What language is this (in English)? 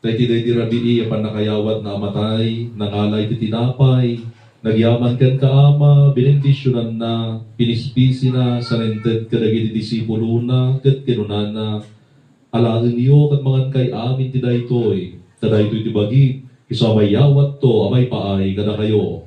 Iloko